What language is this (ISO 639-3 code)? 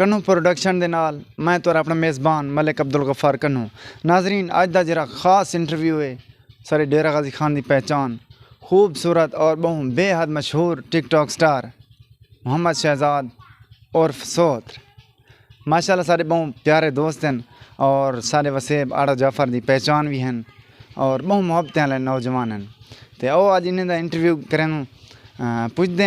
skr